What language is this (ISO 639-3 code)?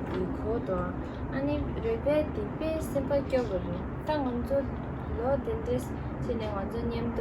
bod